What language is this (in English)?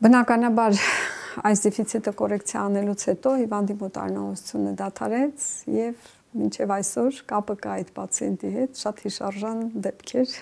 Armenian